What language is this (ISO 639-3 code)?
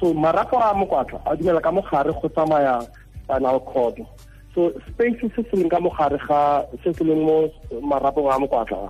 tsn